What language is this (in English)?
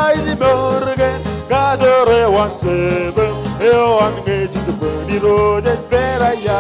Marshallese